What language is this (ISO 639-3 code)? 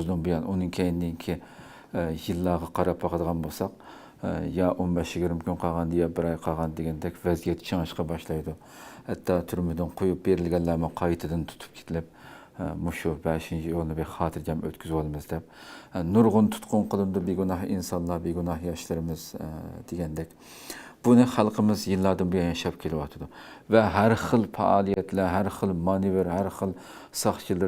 uig